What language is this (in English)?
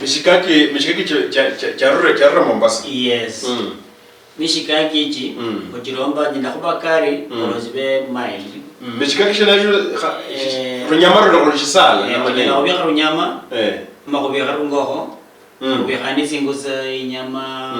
Luyia